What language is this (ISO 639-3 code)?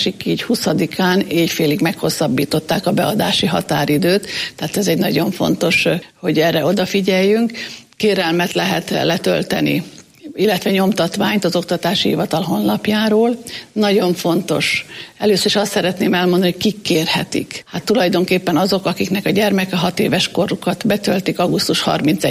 hun